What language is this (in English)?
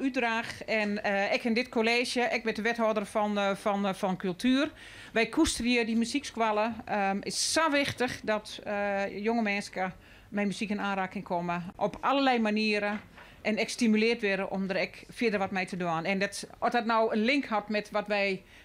Western Frisian